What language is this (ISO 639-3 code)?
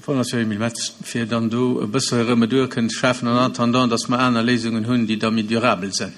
ltz